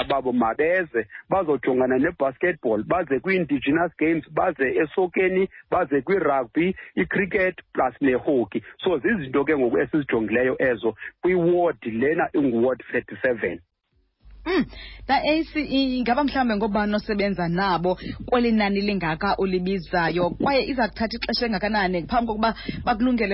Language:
Xhosa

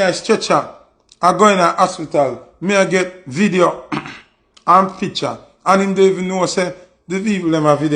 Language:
Jamaican Creole English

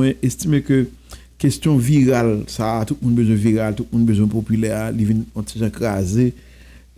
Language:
Haitian Creole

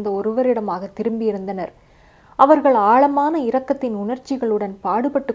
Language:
Tamil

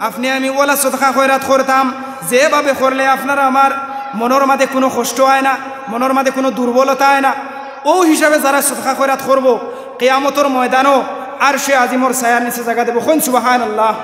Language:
Sylheti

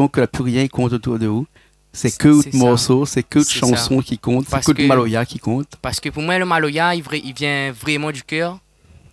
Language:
Réunion Creole French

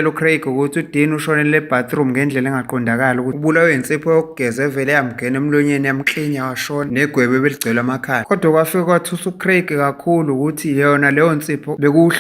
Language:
Zulu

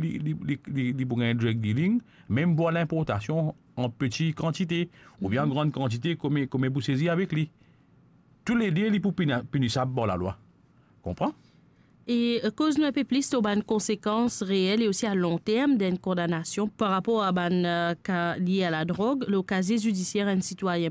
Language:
Morisyen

